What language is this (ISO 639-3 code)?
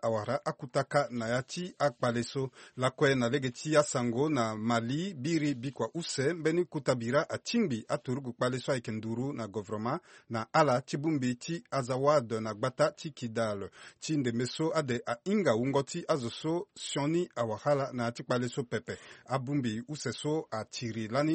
sag